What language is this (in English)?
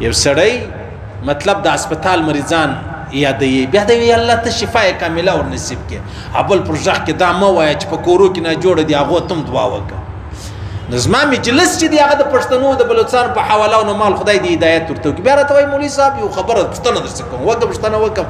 Pashto